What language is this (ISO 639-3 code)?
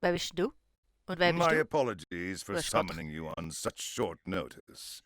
gsw